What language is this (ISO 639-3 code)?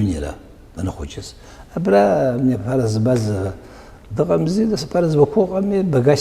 abk